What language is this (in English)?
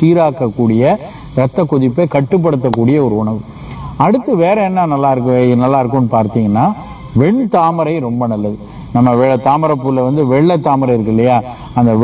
Tamil